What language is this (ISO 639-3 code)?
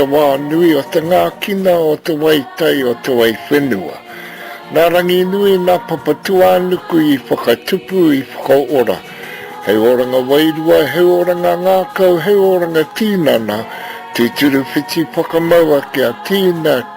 mri